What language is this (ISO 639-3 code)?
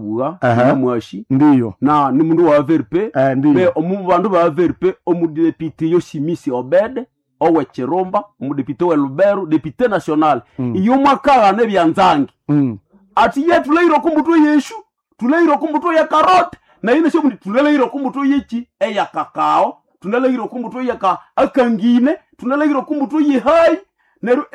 nnb